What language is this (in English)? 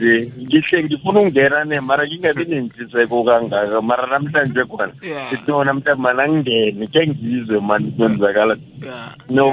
South Ndebele